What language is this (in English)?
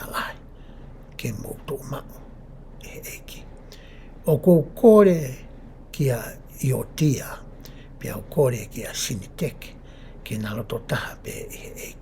Tongan